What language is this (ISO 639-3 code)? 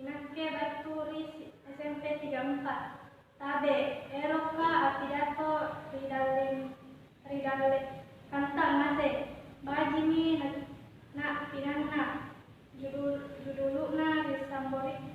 mak